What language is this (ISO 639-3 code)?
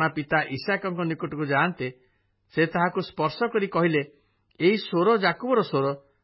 ori